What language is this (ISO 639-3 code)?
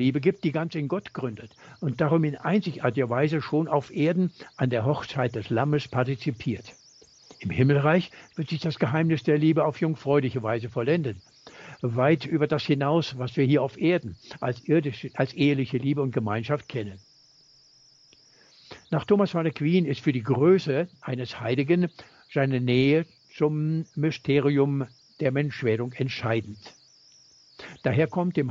deu